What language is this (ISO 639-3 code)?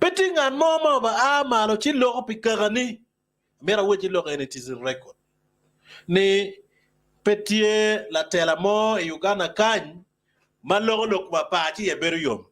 ach